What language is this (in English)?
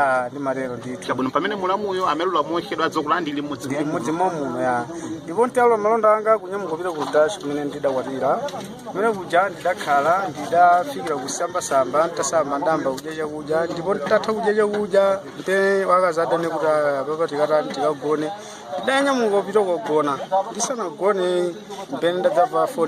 Nyanja